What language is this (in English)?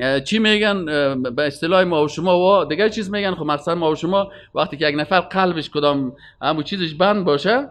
Persian